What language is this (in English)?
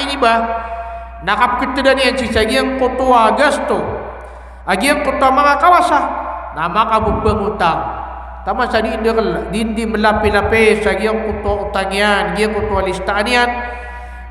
Maranao